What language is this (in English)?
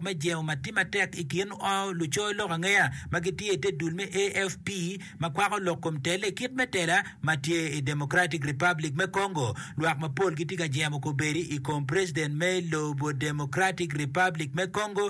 Acoli